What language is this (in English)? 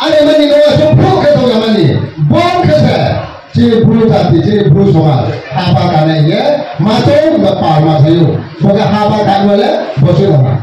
Riang (India)